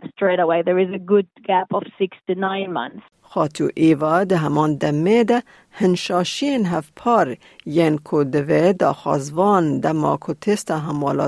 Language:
Kurdish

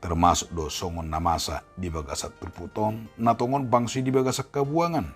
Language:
Batak Toba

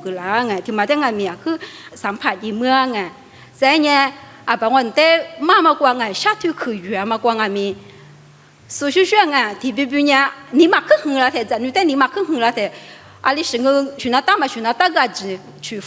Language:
Lisu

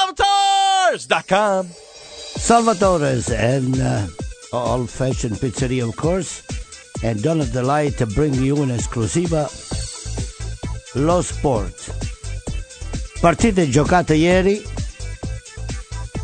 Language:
Italian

